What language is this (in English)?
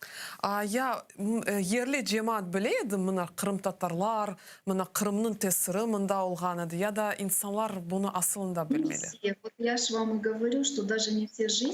Crimean Tatar